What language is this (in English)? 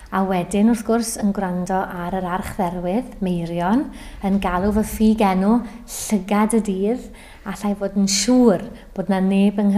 Welsh